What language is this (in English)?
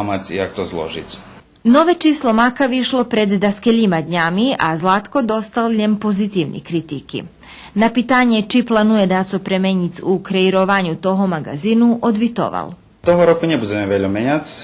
Rusyn